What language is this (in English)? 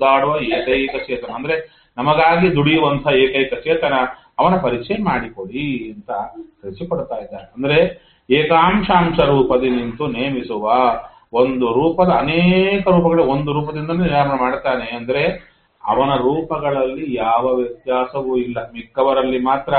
Kannada